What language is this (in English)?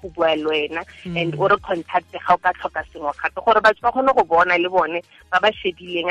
Tswana